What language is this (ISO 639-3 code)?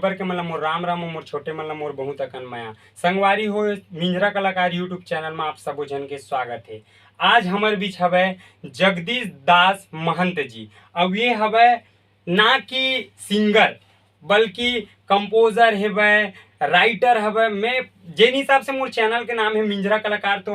hne